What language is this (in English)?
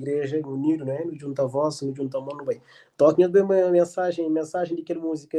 Kabuverdianu